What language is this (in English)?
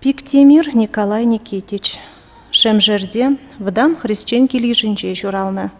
Chuvash